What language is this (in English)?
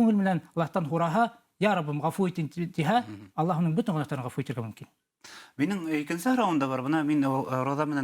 Bashkir